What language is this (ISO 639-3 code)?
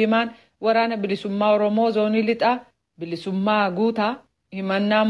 orm